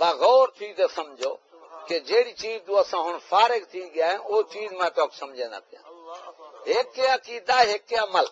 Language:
Saraiki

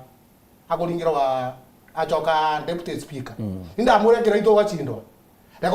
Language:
Meru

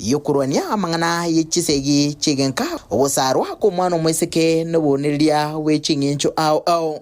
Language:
Gusii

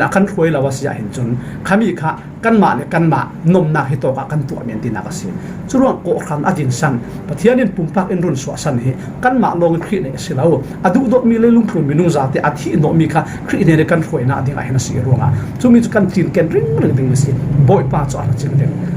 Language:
Falam Chin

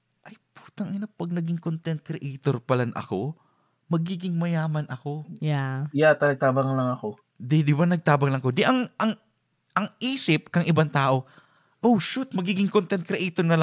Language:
Bikol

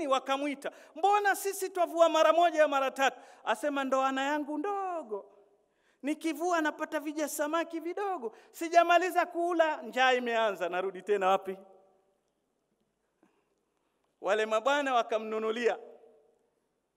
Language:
Swahili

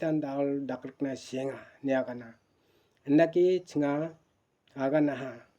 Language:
Garo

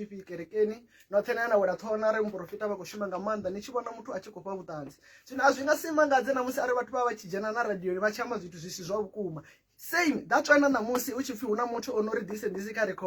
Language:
Venda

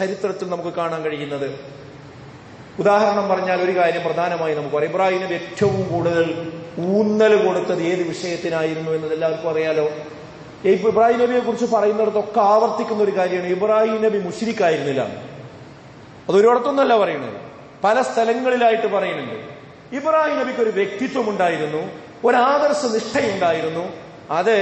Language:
Malayalam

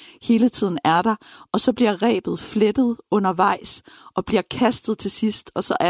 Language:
Danish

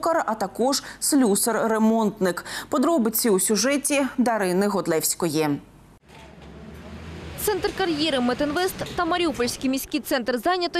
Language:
Ukrainian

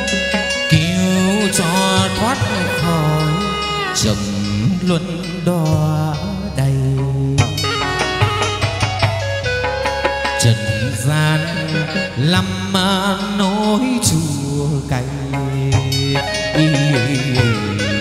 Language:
Vietnamese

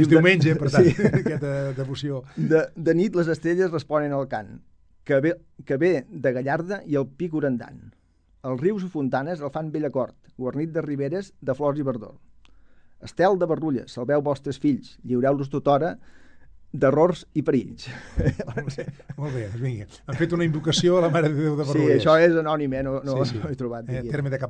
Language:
Catalan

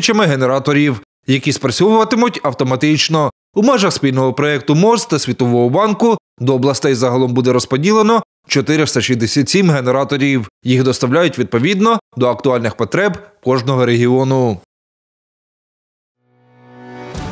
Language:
Ukrainian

